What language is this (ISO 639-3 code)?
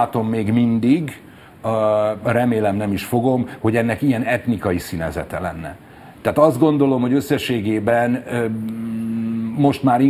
hun